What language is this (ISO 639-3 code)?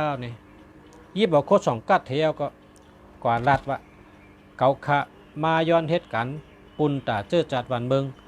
shn